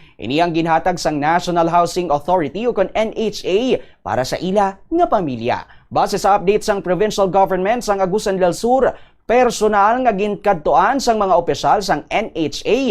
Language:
Hiligaynon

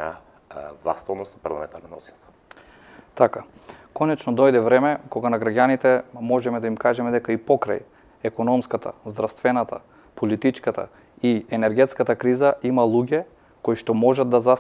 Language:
Macedonian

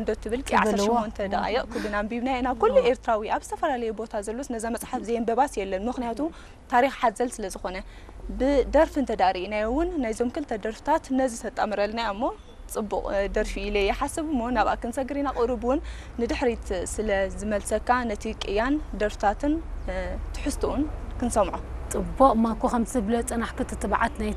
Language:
Tigrinya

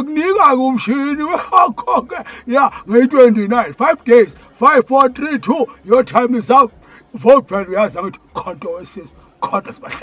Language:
Zulu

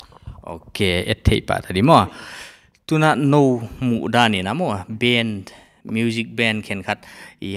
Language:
Paite Chin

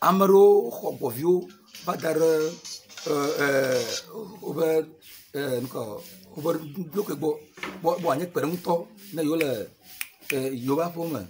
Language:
Ewe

